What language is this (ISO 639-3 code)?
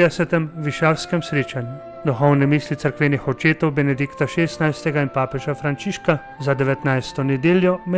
slv